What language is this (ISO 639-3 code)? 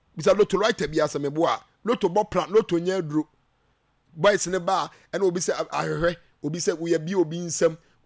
aka